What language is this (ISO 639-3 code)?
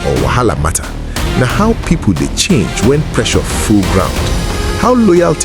pcm